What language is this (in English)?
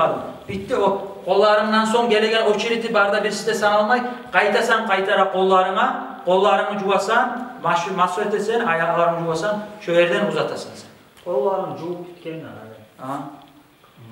Kumyk